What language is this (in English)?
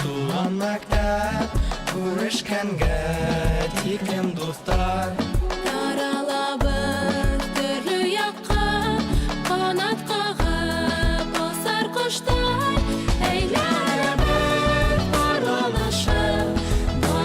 Bashkir